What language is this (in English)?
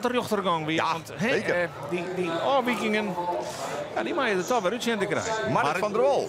Western Frisian